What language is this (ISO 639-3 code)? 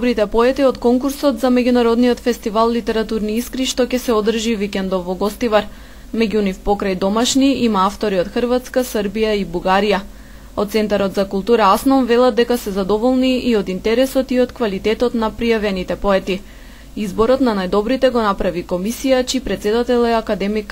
mkd